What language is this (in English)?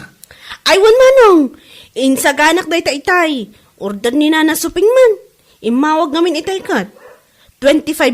Iloko